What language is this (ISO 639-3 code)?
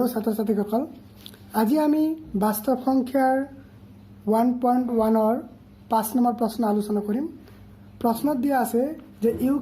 asm